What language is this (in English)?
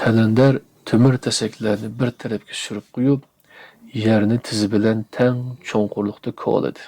Uyghur